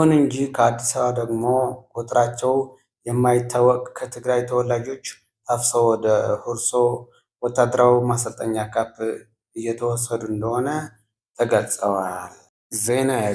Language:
Amharic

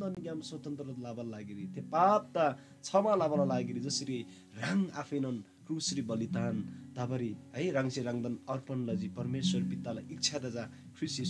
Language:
Eastern Tamang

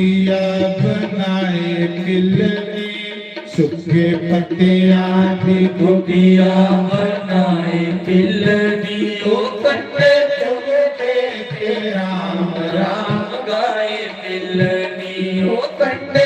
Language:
Dogri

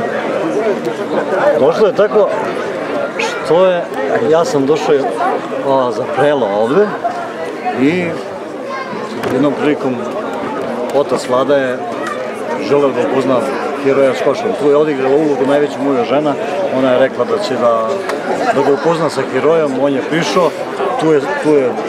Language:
Serbian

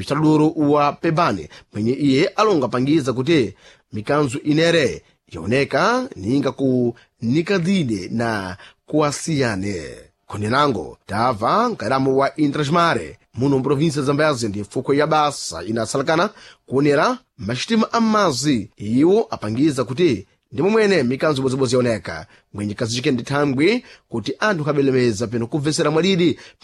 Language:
Sena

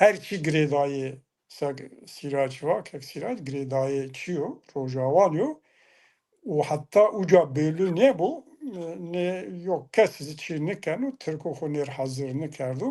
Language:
Zaza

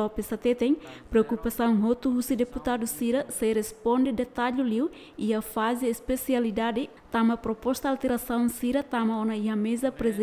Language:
Tetum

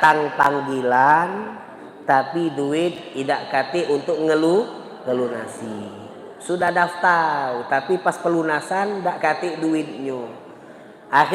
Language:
Musi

